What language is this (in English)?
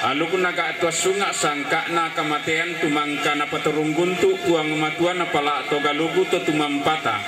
Toraja-Sa'dan